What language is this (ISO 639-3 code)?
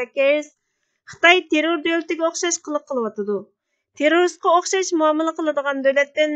uig